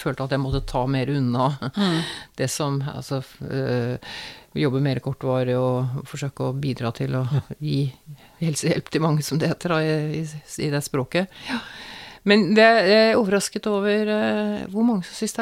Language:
Norwegian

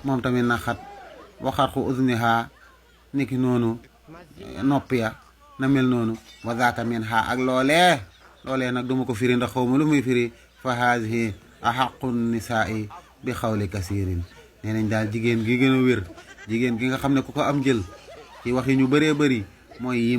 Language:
Wolof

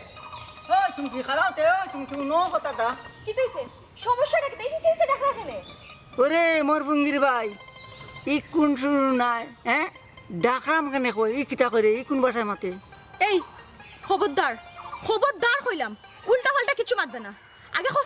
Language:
Sylheti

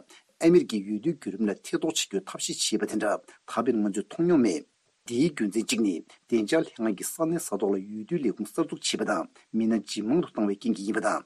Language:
Tibetan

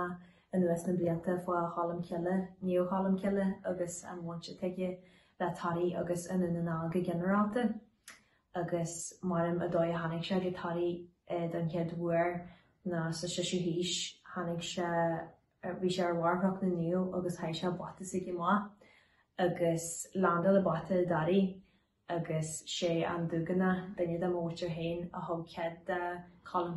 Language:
Irish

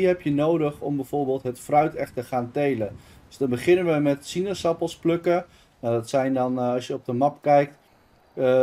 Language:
Dutch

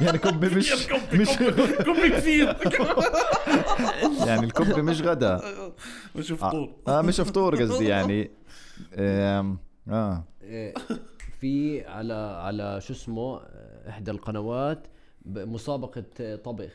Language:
North Levantine Arabic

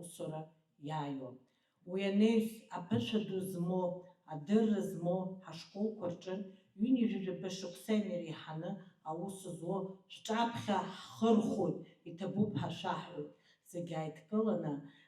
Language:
Abkhazian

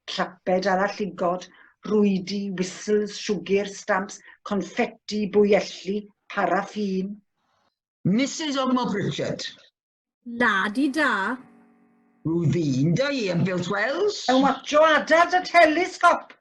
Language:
Welsh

